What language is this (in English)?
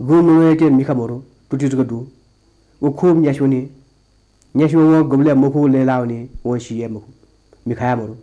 Newari